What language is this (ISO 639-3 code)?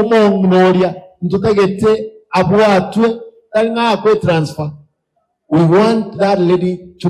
guz